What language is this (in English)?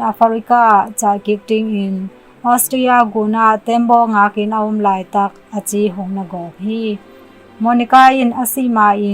Tedim Chin